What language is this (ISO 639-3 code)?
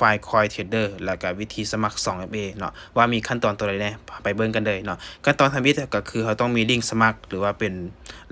lao